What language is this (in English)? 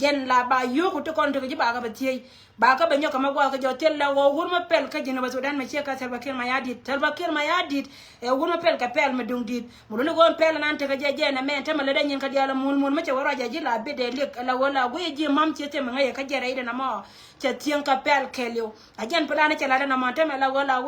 Nuer